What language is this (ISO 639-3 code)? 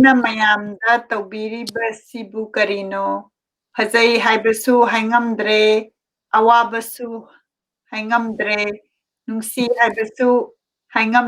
mni